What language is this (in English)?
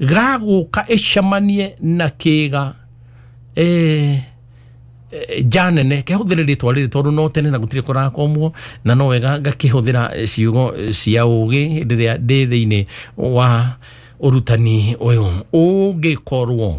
Kikuyu